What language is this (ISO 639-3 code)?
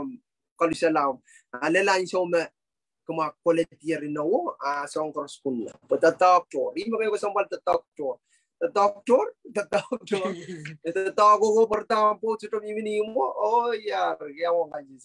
pon